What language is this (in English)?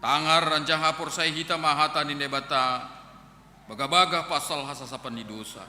Batak Simalungun